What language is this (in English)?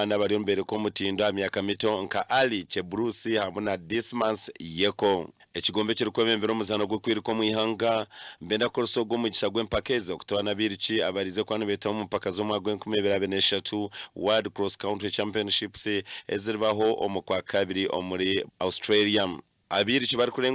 Nyankole